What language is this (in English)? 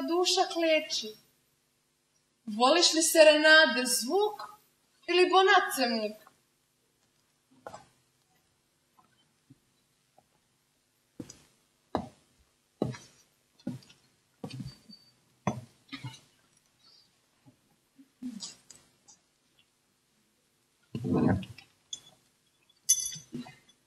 Croatian